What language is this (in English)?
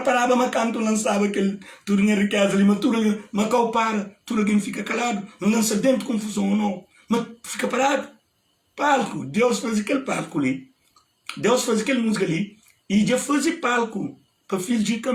Kabuverdianu